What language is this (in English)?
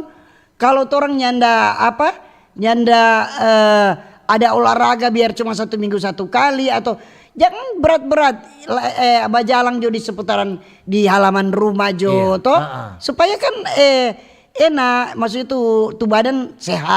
Manado Malay